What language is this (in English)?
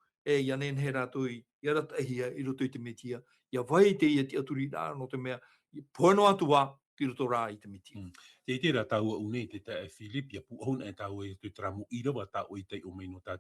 Tahitian